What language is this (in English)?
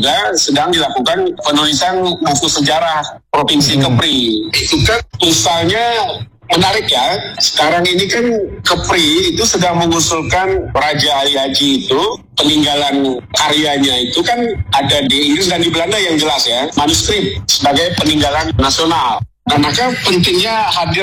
Indonesian